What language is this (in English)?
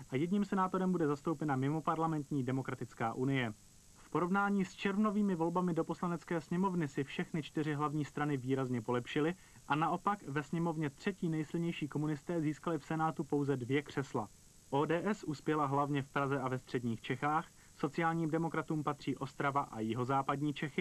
Czech